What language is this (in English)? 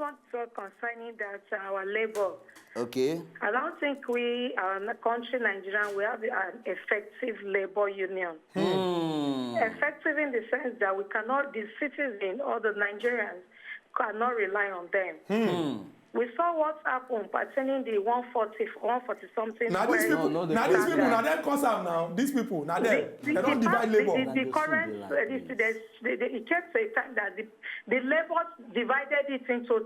Nigerian Pidgin